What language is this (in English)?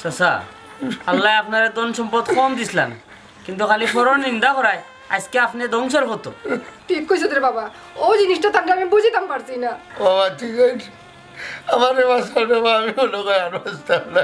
Sylheti